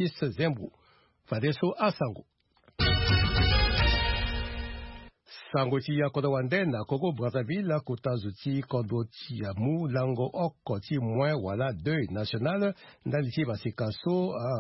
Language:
Sango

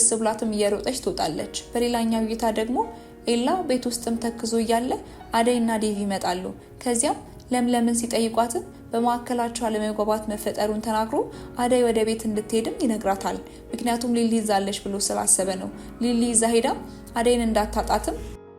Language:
Amharic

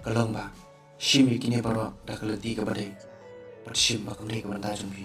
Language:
Khasi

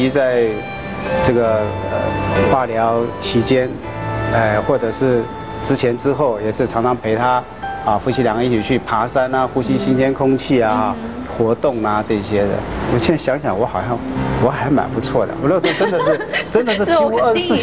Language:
Chinese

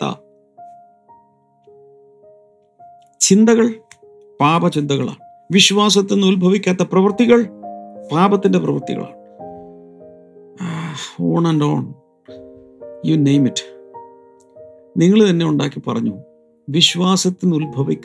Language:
Malayalam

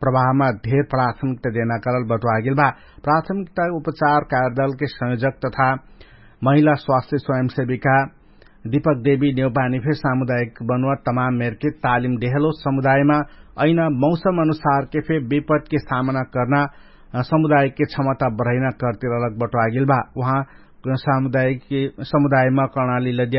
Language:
Dangaura Tharu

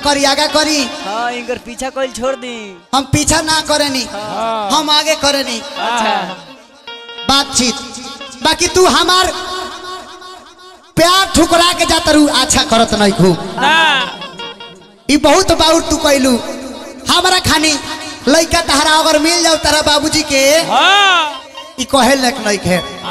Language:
Bhojpuri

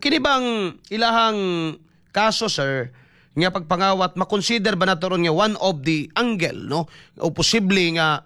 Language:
Cebuano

